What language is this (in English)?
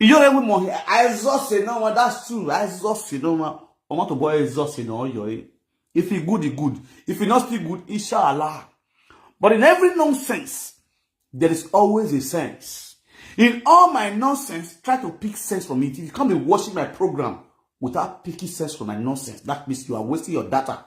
Nigerian Pidgin